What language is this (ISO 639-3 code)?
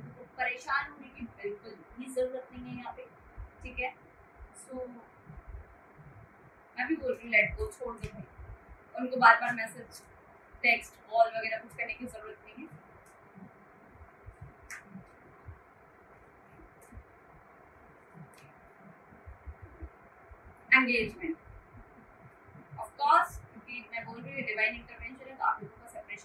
hin